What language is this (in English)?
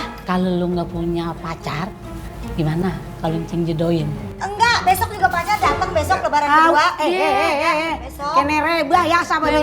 Betawi